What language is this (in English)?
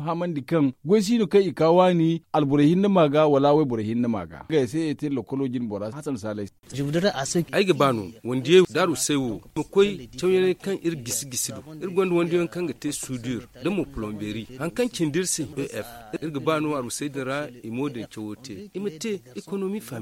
Zarma